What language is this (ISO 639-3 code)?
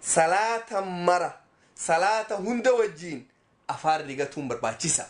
orm